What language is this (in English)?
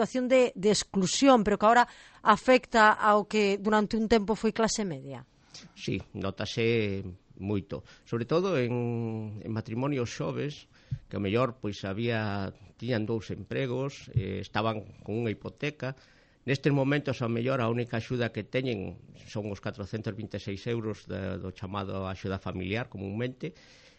Galician